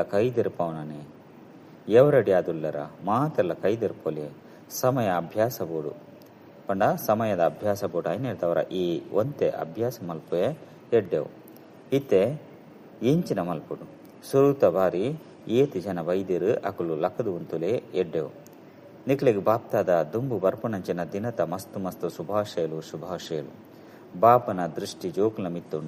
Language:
Tulu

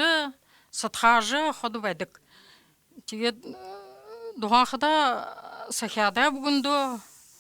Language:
Buriat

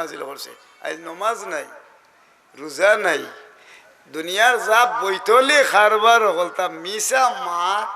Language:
Sylheti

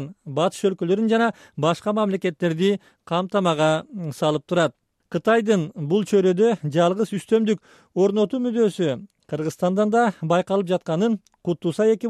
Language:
Kyrgyz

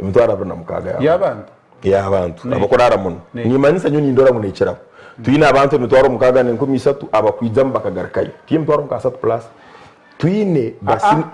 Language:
Nyankole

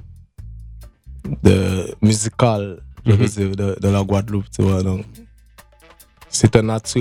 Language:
French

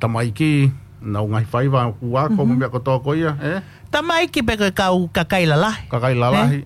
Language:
Tongan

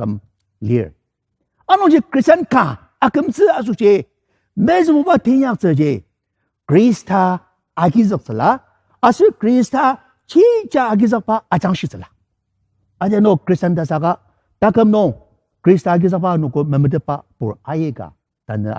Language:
Ao Naga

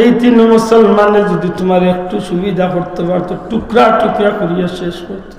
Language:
Sylheti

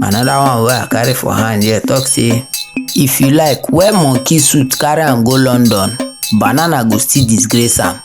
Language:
Nigerian Pidgin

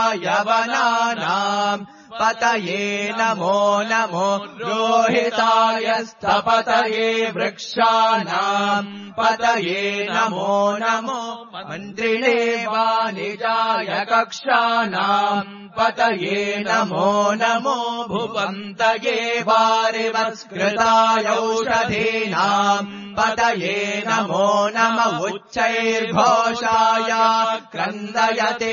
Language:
Sanskrit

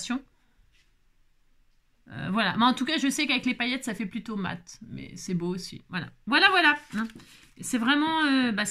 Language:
French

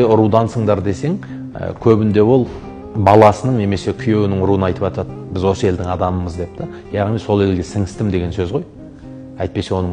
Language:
Kazakh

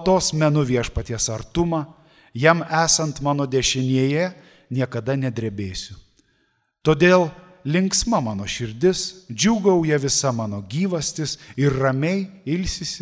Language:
Lithuanian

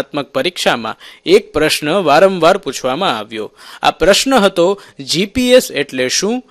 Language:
Gujarati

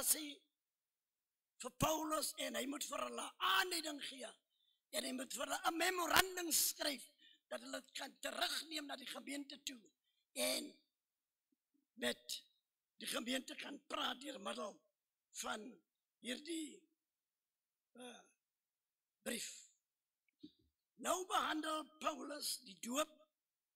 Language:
Afrikaans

